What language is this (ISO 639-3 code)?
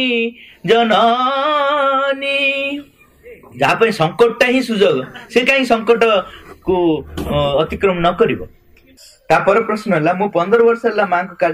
ori